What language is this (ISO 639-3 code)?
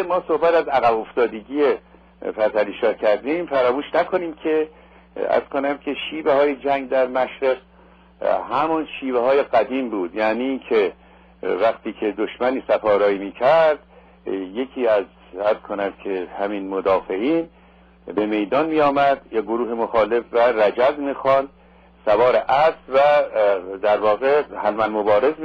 fas